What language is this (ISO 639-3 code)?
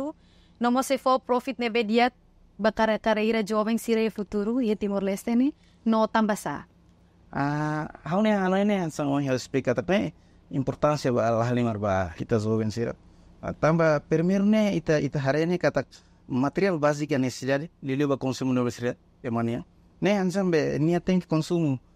tet